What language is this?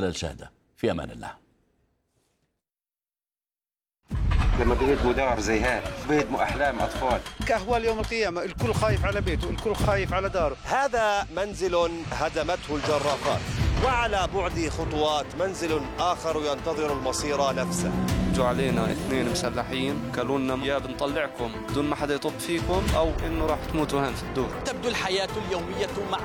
Arabic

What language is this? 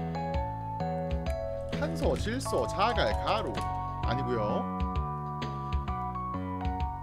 Korean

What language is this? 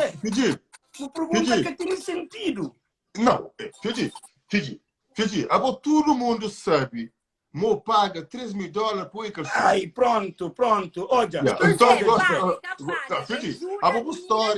Kabuverdianu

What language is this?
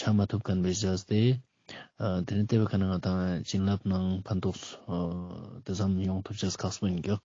Ladakhi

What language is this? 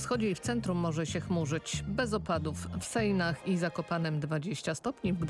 Polish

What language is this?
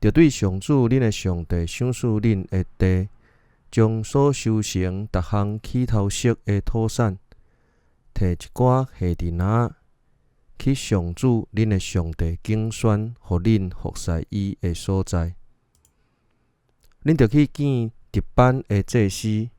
Min Nan Chinese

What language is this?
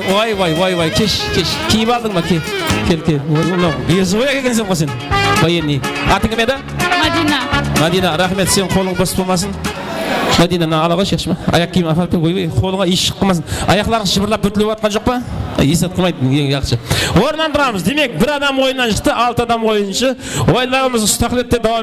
Kara-Kalpak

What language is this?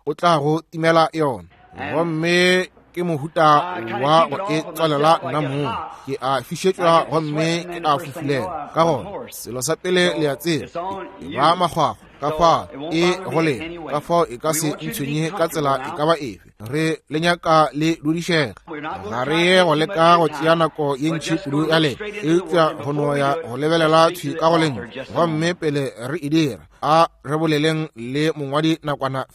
Northern Sotho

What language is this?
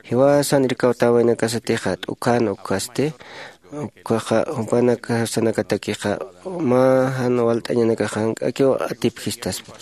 Aymara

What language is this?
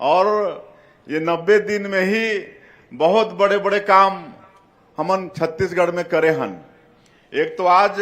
Chhattisgarhi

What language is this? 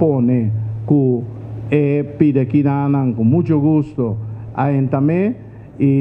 Papiamento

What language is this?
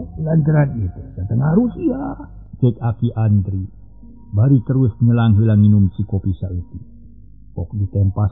Sundanese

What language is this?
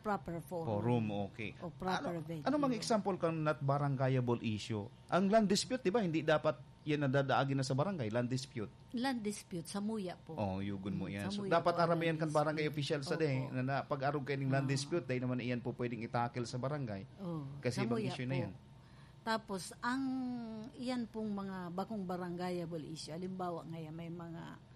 Bikol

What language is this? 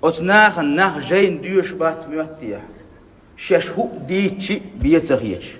Chechen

